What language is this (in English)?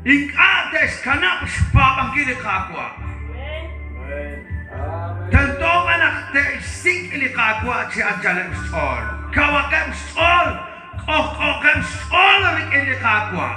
Kekchí